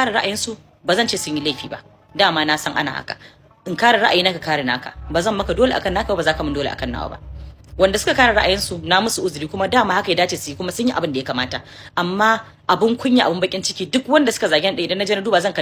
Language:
Hausa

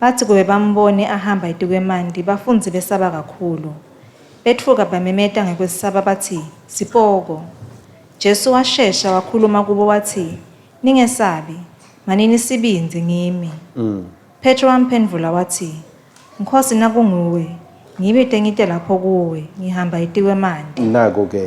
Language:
Swati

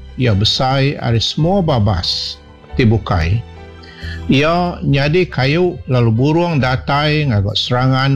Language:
Iban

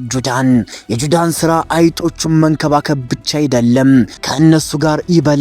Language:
Amharic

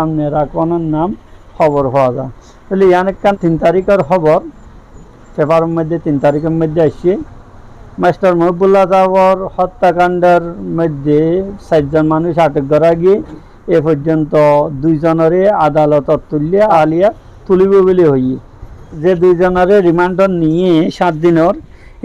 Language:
Rohingya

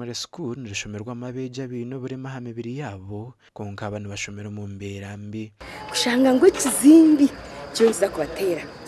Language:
Nyankole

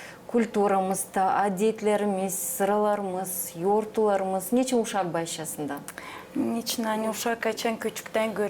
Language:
Gagauz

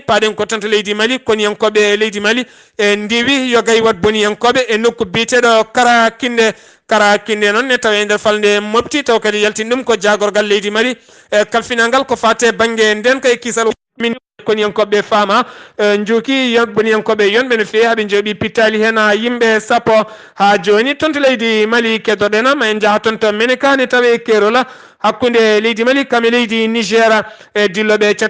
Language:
Fula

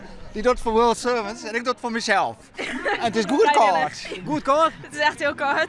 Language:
Western Frisian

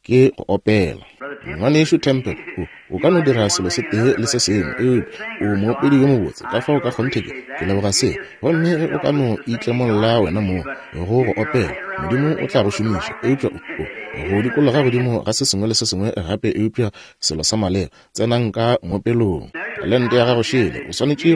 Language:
Northern Sotho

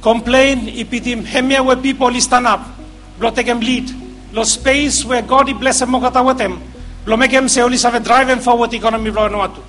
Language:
Bislama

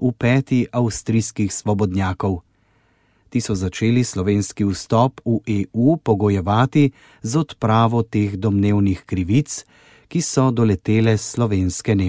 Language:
Slovenian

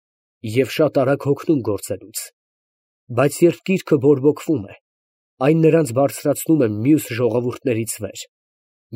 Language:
Armenian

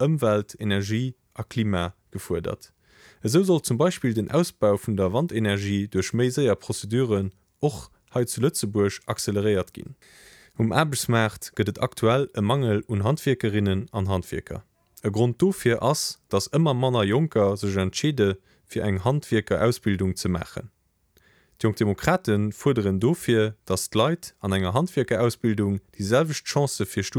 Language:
Luxembourgish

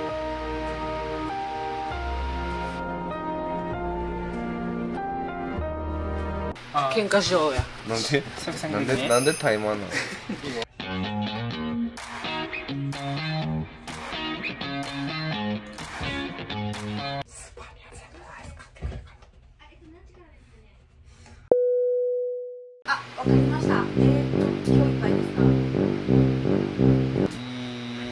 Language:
Japanese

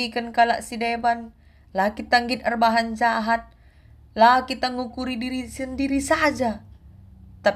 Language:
Batak Karo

